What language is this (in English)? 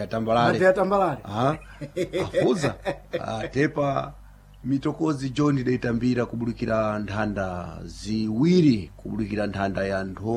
Sena